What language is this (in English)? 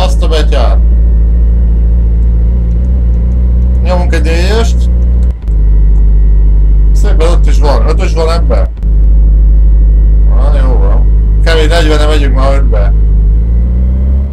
Hungarian